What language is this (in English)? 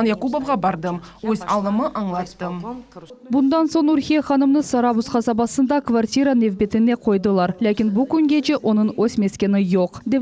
Crimean Tatar